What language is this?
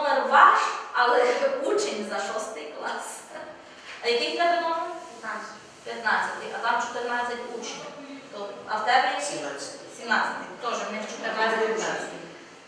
Ukrainian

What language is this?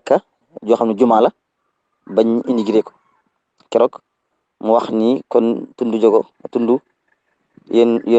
Wolof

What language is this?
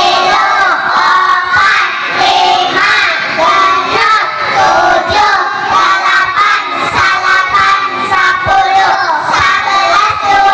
Sundanese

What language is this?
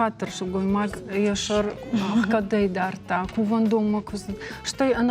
Ossetic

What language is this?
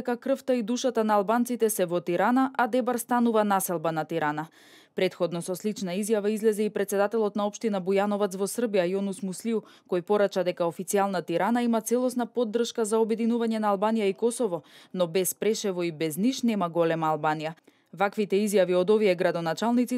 Macedonian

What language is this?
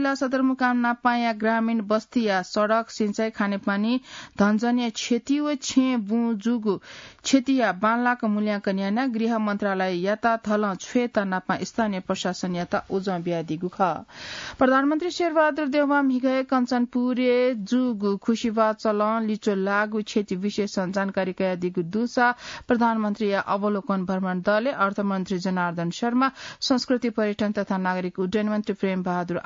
Newari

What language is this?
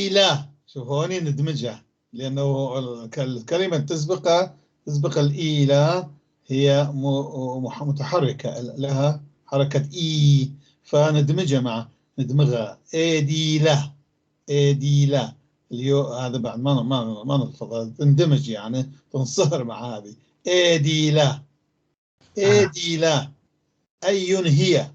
North Levantine Arabic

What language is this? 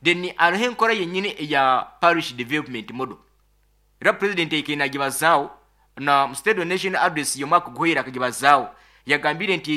Nyoro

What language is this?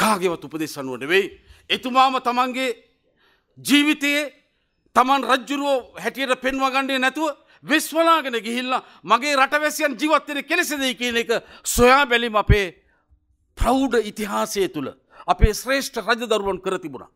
Sinhala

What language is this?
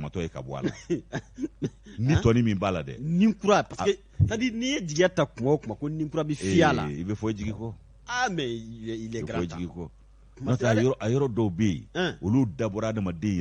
Bambara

